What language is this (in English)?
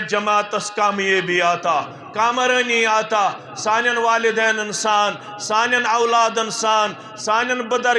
Kashmiri